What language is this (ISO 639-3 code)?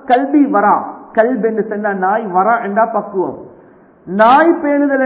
tam